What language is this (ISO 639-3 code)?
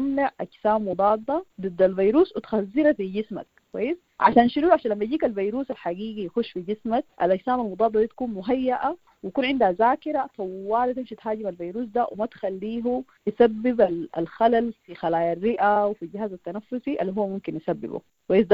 apd